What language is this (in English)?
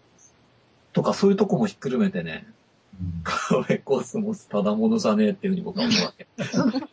Japanese